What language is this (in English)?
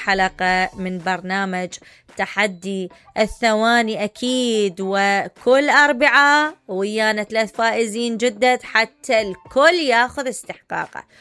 Mesopotamian Arabic